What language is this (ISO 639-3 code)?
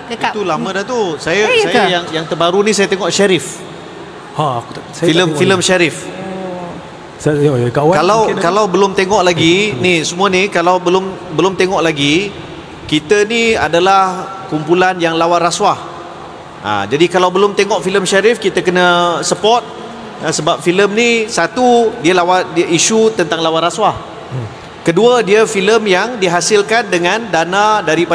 msa